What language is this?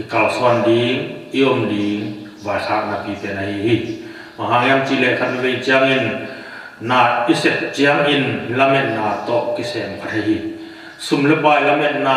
Tedim Chin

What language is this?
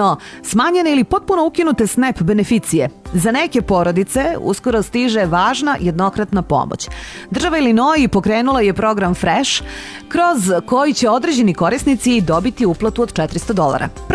Serbian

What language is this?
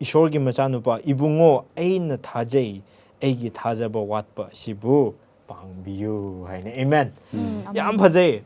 Manipuri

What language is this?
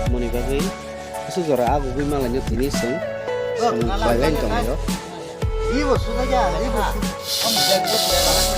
Kok Borok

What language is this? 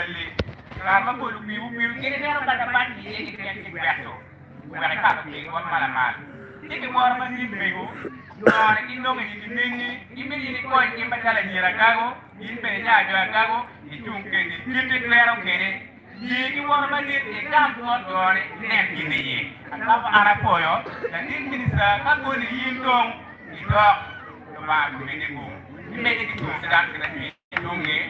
Acoli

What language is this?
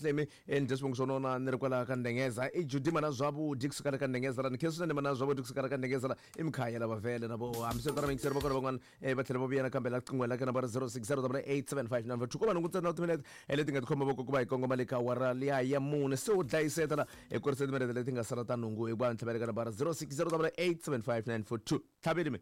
Tsonga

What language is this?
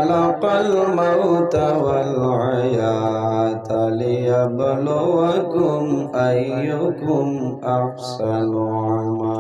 Sylheti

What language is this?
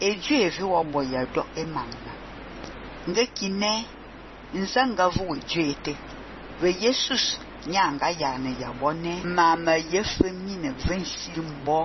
Fang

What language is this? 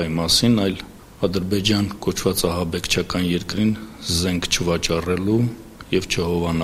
Armenian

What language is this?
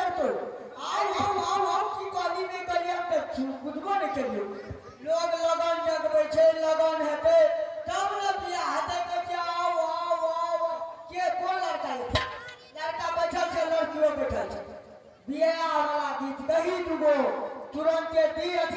Maithili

